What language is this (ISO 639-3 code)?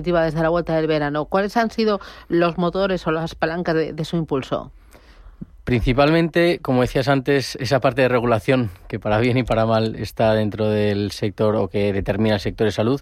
spa